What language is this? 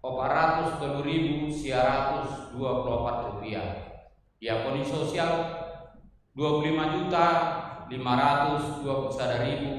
Batak Toba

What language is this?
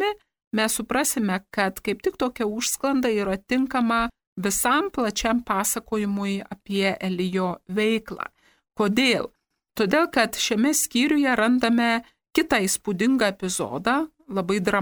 Lithuanian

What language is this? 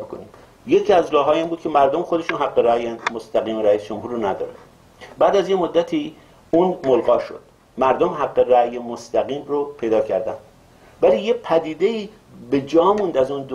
Persian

